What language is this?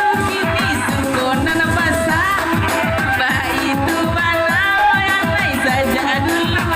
Minangkabau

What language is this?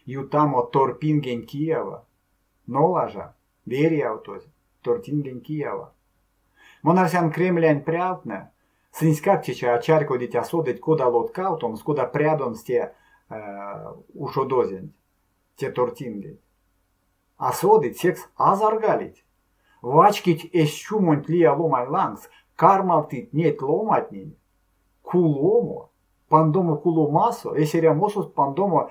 Erzya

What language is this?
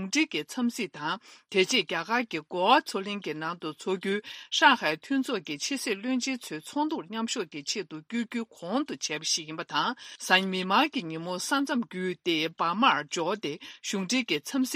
Tibetan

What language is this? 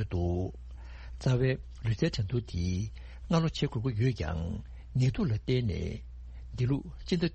Tibetan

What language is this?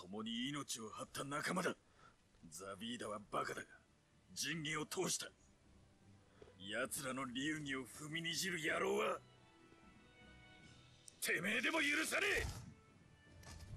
Japanese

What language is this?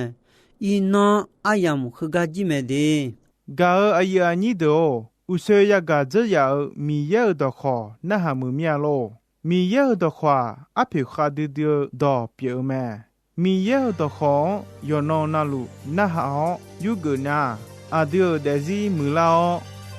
Akha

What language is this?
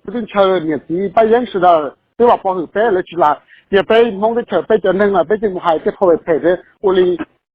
Hmong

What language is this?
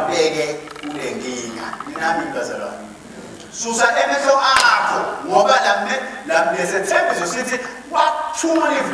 Swati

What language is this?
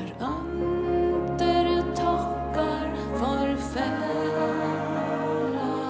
Faroese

